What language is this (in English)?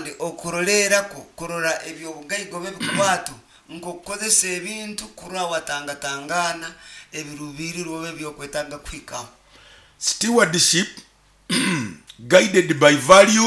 Nyoro